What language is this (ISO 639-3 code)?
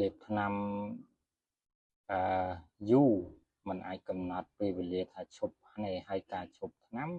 khm